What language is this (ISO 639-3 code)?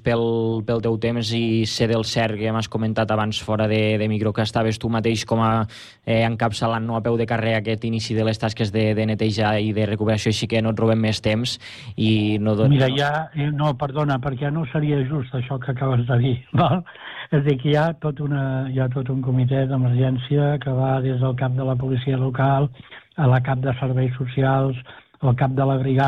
cat